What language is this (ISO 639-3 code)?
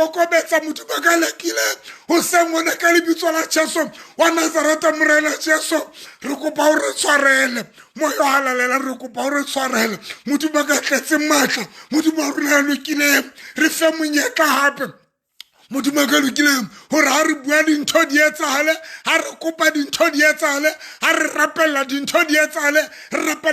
sot